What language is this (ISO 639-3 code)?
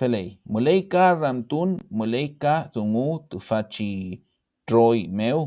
arn